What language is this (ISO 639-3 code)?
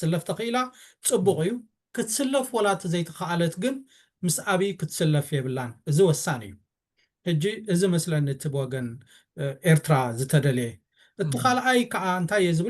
tir